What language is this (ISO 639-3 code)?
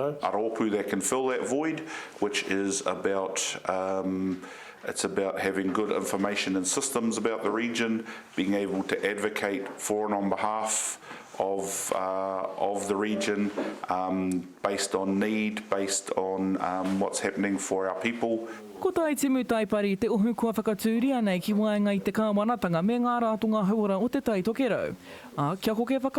mri